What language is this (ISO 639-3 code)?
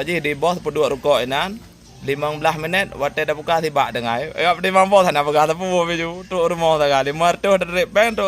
ace